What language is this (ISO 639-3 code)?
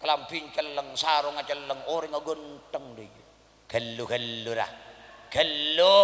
mad